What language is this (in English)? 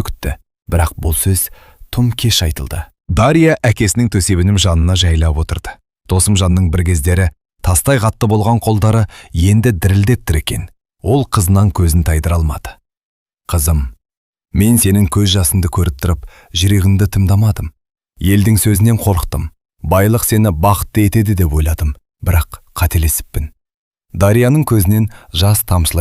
Kazakh